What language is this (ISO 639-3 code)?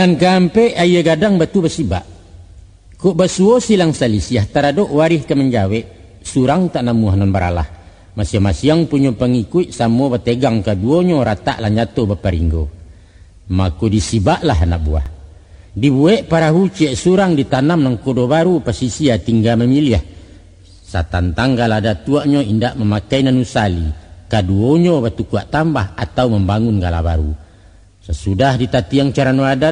min